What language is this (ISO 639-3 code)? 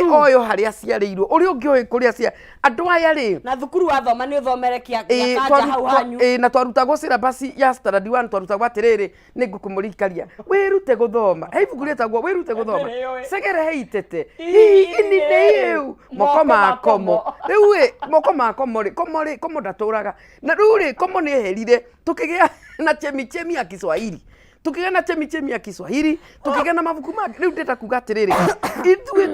kik